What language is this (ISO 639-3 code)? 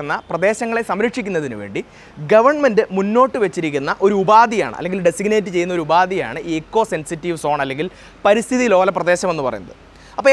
mal